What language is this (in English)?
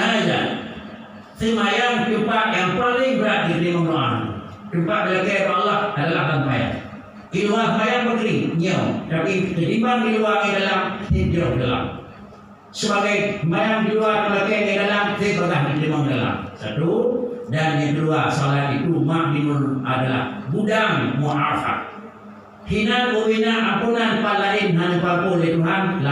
Achinese